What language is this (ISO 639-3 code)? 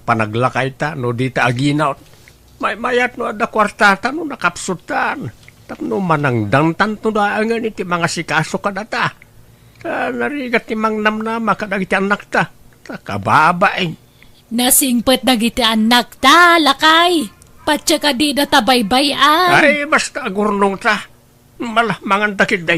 ilo